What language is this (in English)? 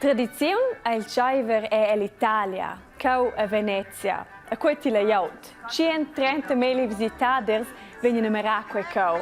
Romansh